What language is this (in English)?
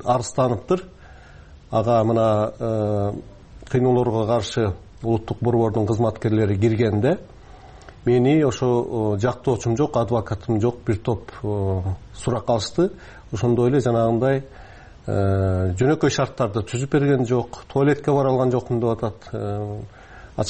Kyrgyz